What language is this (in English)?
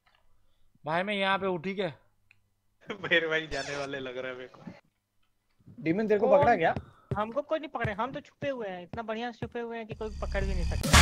Hindi